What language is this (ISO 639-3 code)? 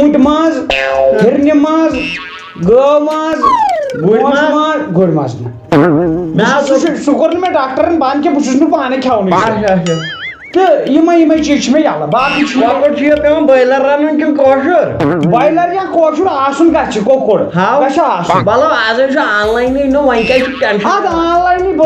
kas